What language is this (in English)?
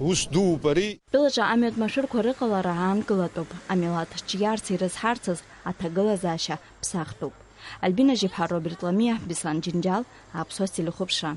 Abkhazian